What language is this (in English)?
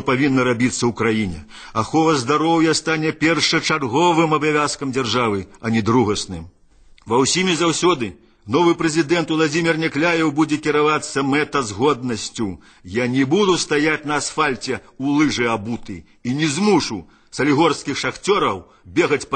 Belarusian